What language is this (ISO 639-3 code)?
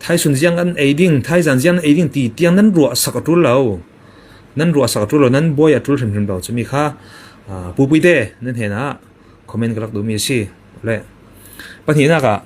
cfm